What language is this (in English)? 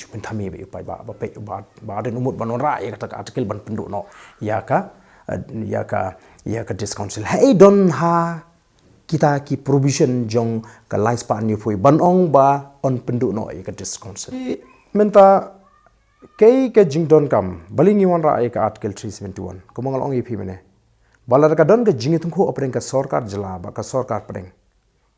Khasi